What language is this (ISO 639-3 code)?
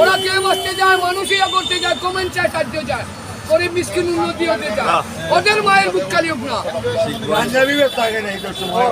syl